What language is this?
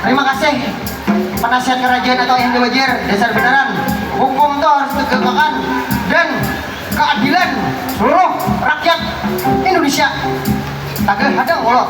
Banjar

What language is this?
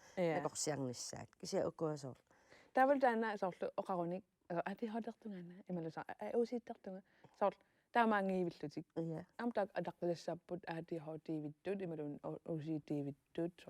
Kalaallisut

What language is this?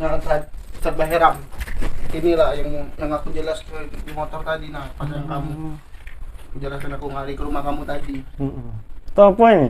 Musi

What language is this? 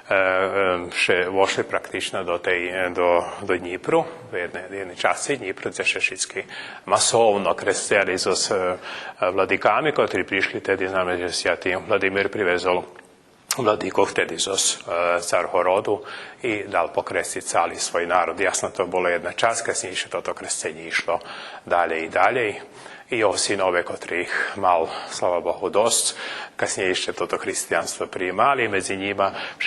Rusyn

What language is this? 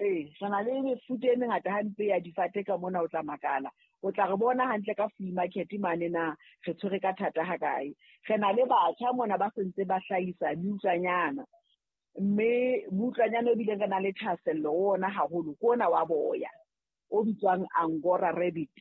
Southern Sotho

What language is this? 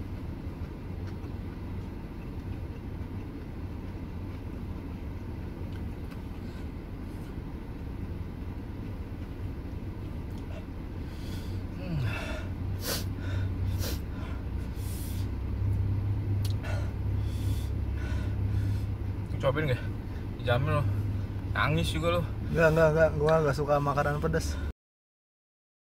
Indonesian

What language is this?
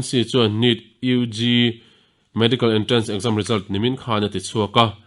Mizo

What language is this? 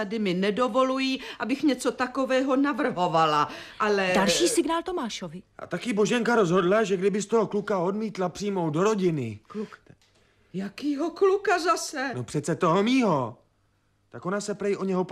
Czech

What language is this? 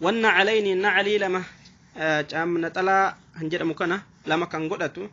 Oromo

